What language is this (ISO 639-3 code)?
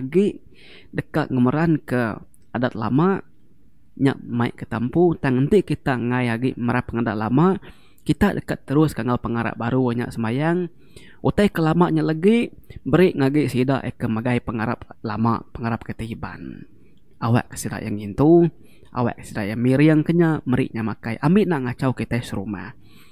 iba